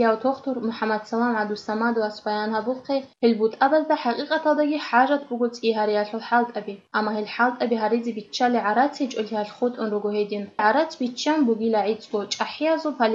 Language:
Avaric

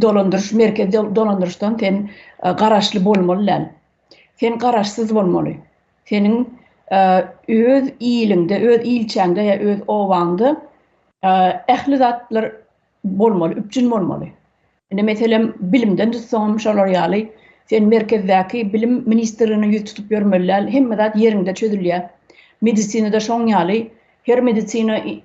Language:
Turkmen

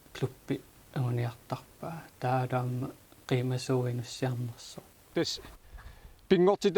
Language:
Kalaallisut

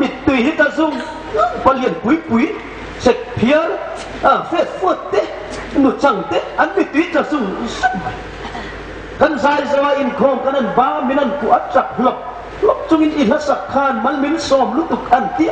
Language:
Hmar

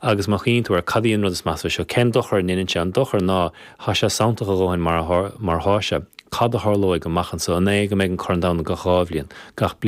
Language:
Irish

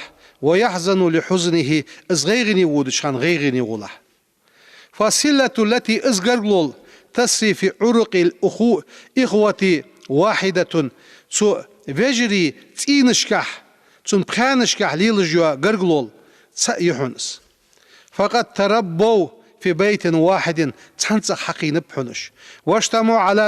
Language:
Ingush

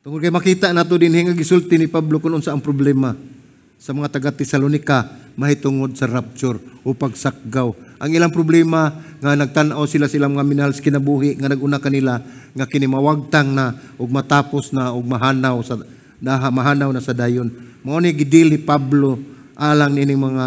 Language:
Cebuano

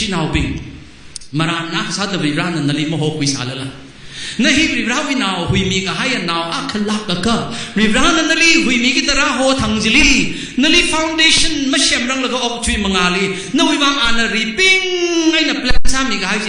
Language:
Tangkhul Naga (India)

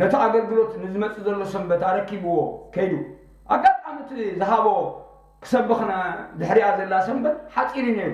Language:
Tigrinya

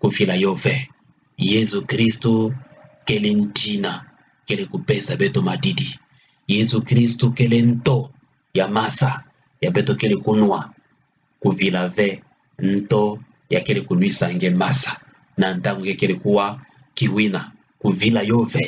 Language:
Kituba (Democratic Republic of Congo)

